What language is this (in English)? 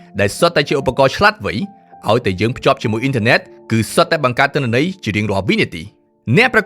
Khmer